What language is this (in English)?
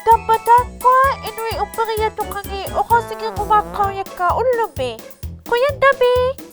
Inuktitut